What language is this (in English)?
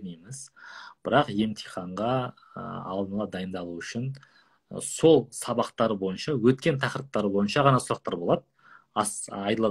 Kazakh